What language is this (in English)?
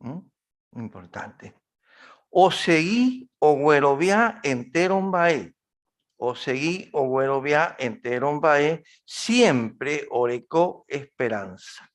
Guarani